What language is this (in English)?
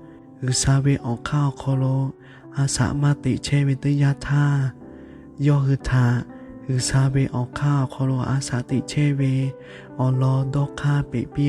Lahu